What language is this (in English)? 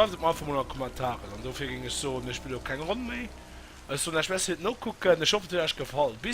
Luxembourgish